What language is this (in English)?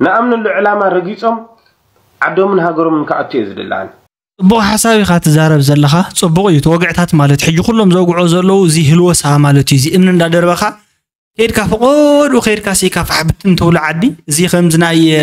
Tigrinya